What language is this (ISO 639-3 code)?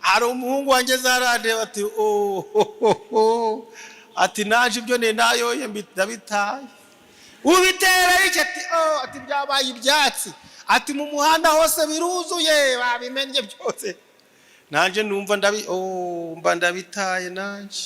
kin